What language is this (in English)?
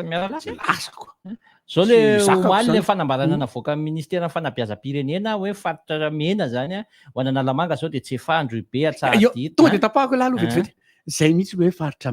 Malagasy